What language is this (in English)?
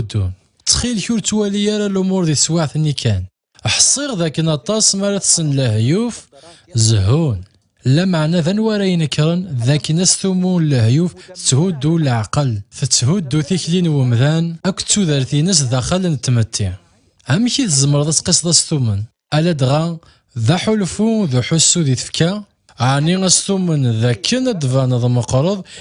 Kabyle